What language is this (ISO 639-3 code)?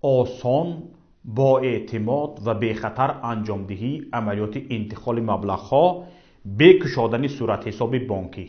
tgk